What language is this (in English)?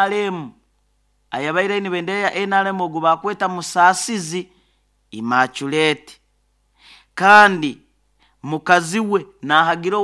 Nyoro